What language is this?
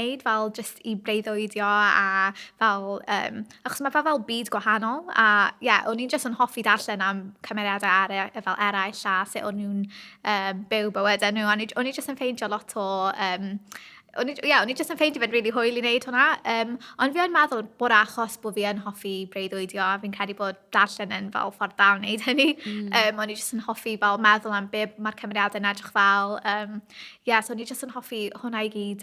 Welsh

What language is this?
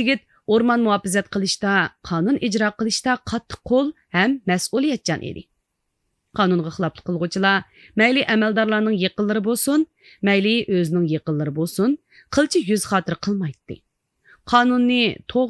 Uyghur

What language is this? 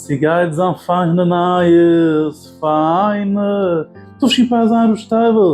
Yiddish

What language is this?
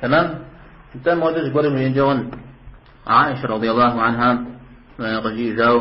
Kabardian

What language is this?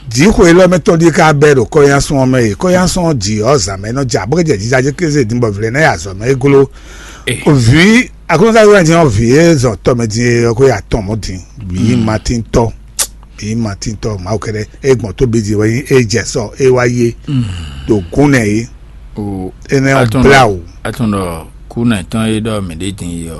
Fon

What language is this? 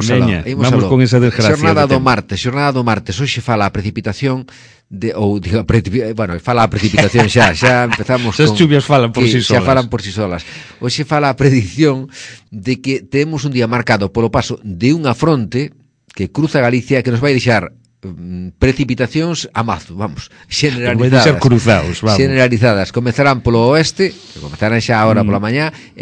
Galician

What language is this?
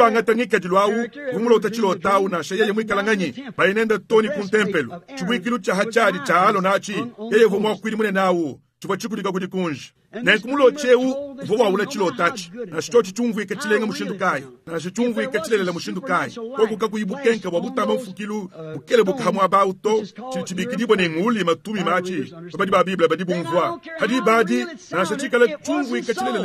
Luba-Lulua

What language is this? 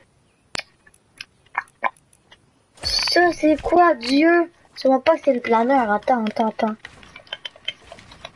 French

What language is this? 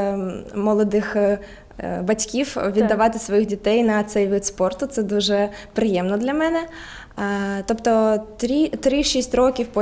Ukrainian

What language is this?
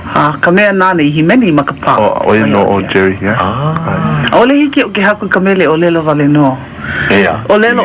Hawaiian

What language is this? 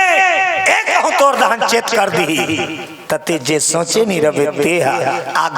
Chhattisgarhi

